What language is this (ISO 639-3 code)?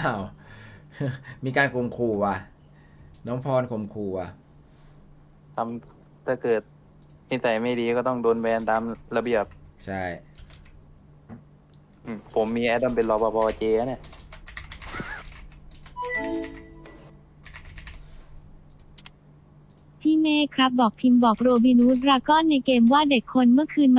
tha